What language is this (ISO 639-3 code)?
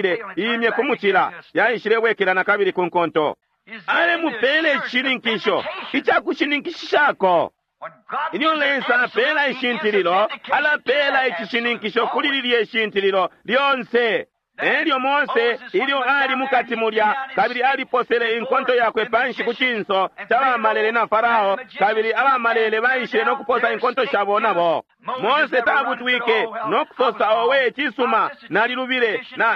bem